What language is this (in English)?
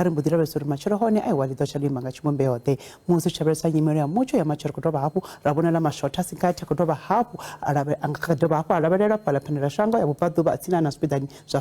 Venda